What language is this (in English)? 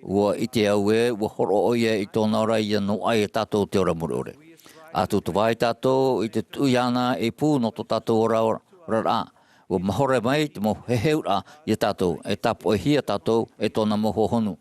Tahitian